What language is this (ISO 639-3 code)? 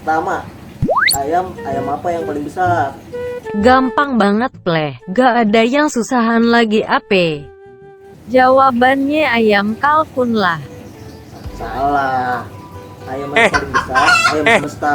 bew